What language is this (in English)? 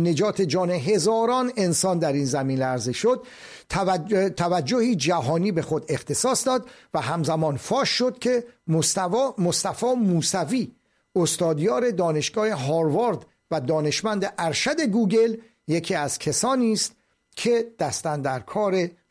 Persian